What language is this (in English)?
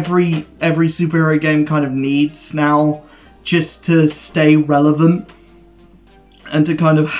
English